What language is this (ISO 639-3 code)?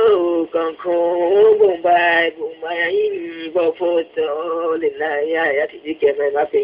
ria